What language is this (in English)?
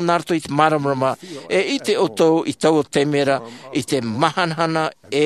Tahitian